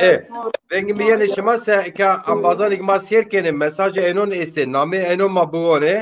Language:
Zaza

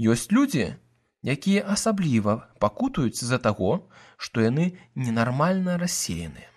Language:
Belarusian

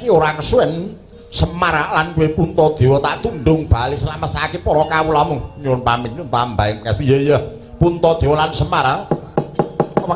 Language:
Javanese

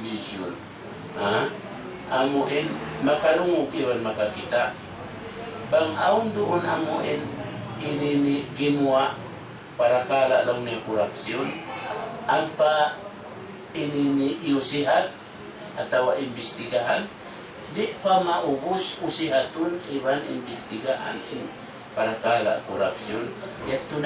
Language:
Tausug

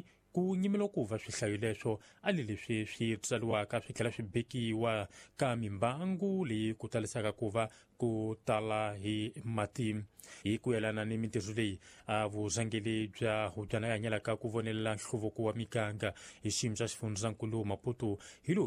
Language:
Tsonga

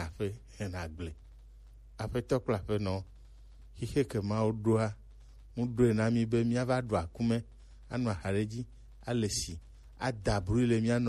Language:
Gen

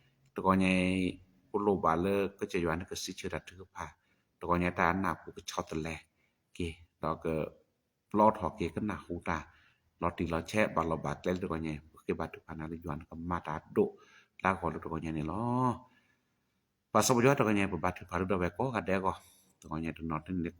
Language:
S'gaw Karen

